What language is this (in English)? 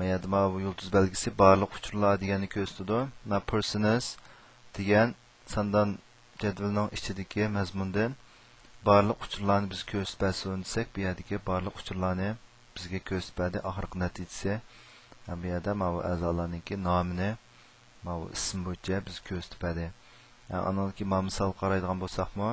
Uyghur